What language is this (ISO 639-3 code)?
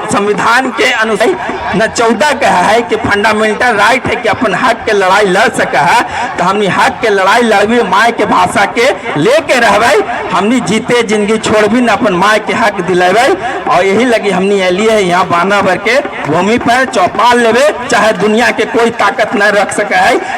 mag